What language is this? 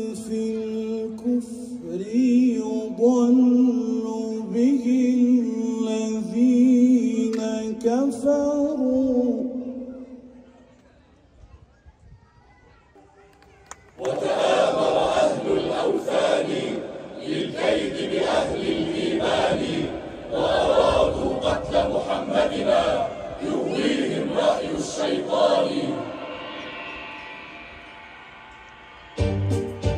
Arabic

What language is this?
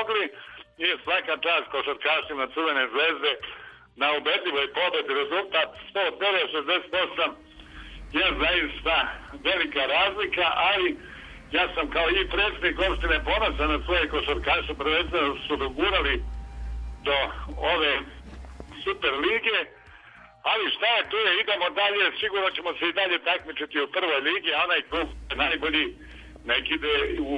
Serbian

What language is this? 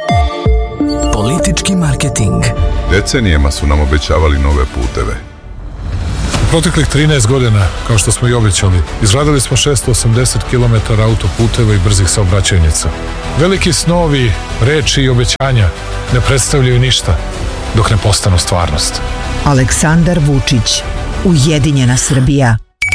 Serbian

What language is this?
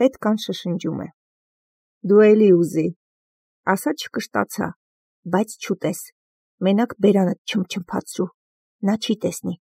Armenian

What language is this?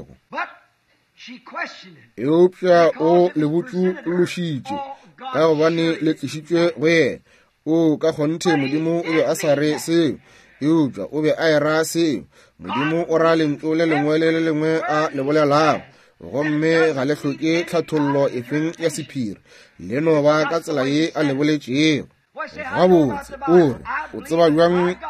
Northern Sotho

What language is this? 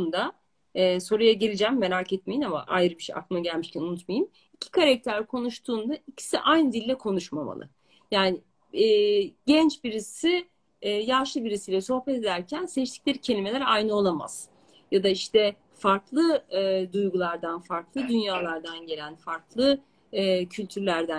Turkish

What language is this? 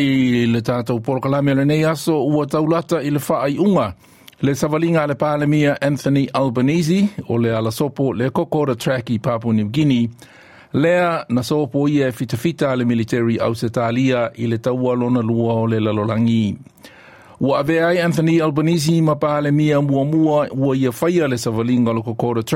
Samoan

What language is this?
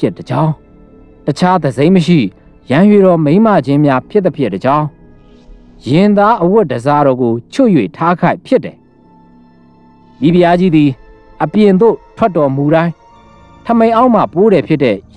Burmese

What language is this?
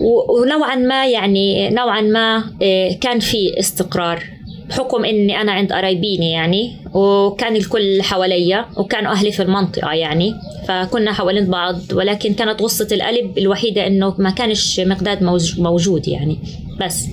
North Levantine Arabic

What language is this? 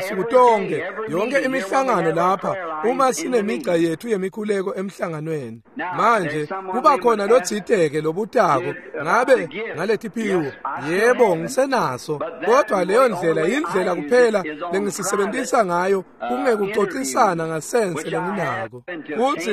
Swati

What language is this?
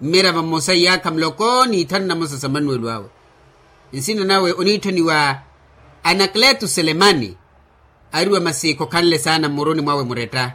Makhuwa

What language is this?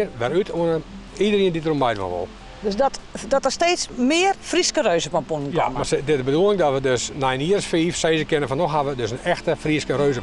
Western Frisian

